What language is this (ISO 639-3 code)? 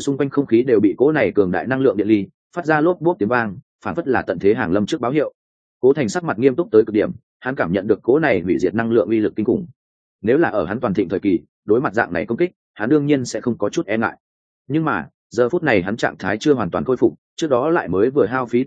vie